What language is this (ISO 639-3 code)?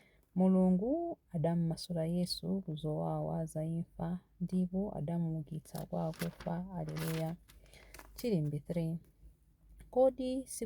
nya